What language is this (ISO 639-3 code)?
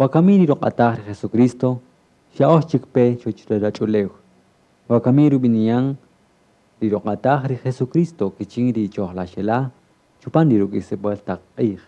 cak